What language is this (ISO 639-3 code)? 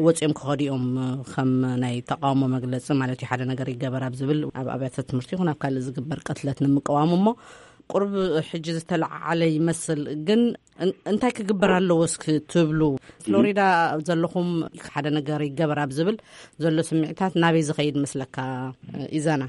tir